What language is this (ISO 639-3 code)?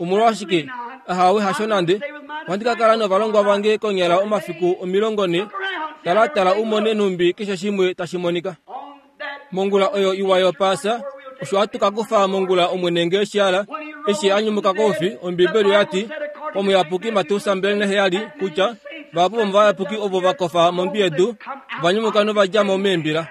kua